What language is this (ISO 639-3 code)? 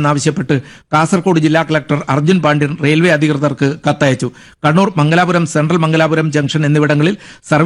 mal